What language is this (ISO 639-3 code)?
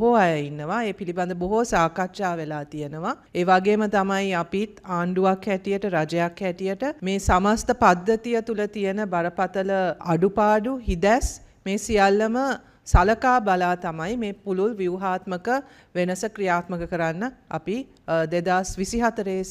sin